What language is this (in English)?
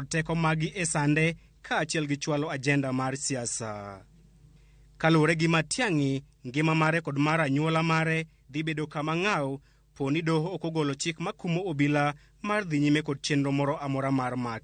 Luo (Kenya and Tanzania)